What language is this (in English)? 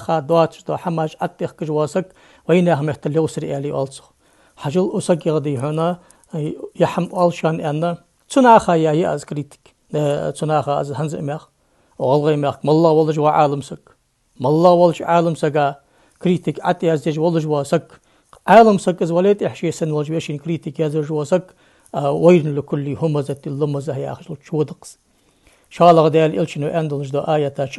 Ingush